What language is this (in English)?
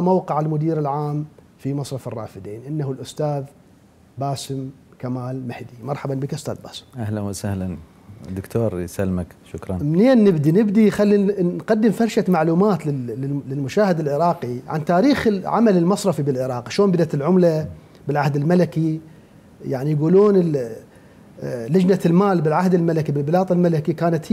Mesopotamian Arabic